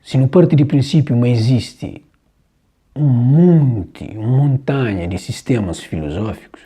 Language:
Kabuverdianu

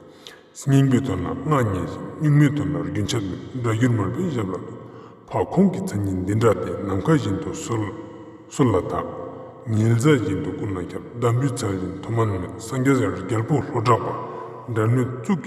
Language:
Ladakhi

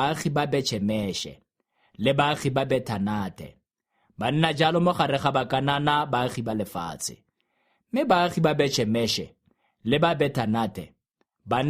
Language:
Tswana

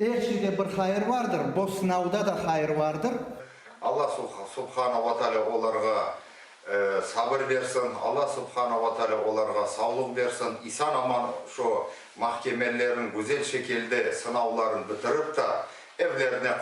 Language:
Crimean Tatar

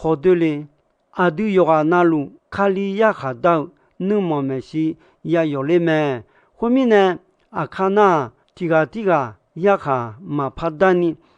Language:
Akha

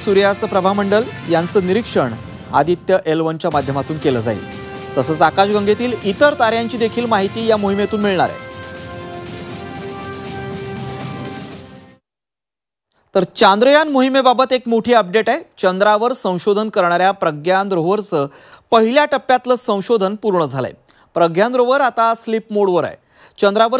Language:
Marathi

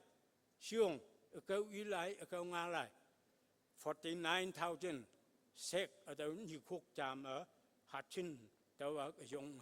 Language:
Konyak Naga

